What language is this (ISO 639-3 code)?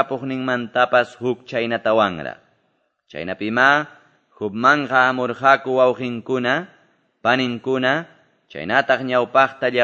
que